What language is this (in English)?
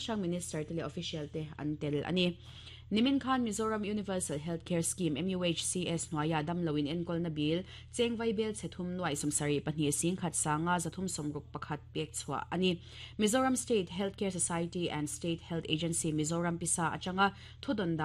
Mizo